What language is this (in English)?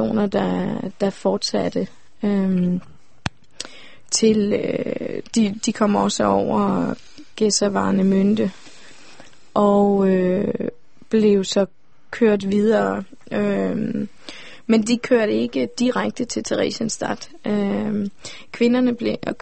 Danish